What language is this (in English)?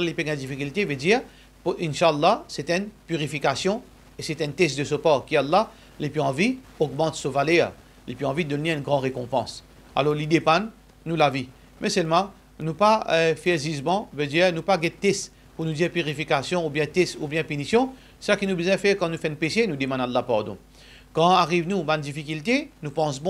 Morisyen